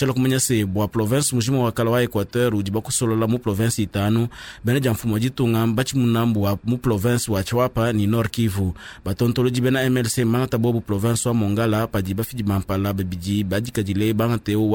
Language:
Luba-Lulua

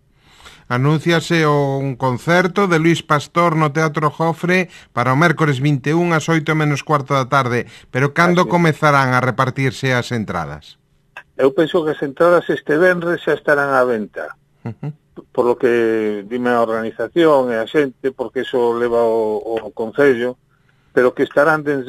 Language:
Galician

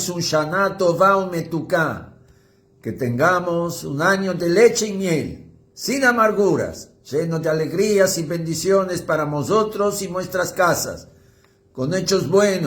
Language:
Ladino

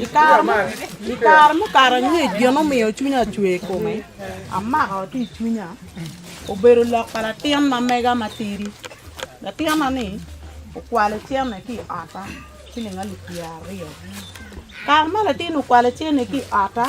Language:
Acoli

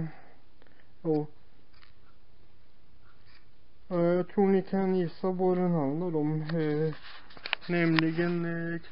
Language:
Swedish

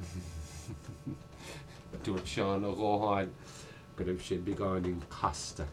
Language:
Irish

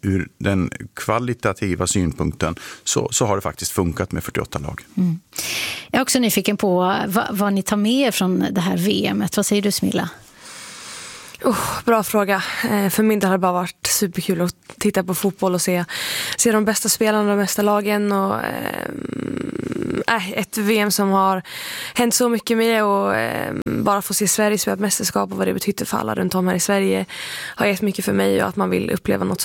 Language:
Swedish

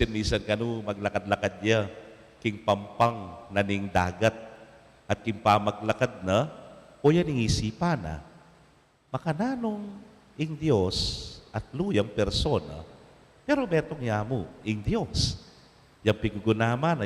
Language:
Pampanga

